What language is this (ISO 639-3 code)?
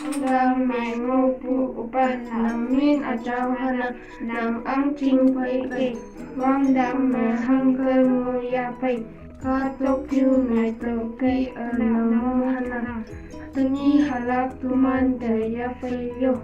nbe